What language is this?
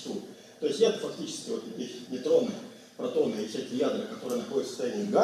Russian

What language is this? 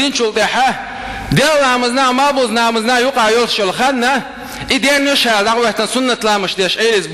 Chechen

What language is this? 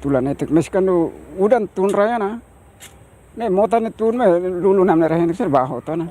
Tetum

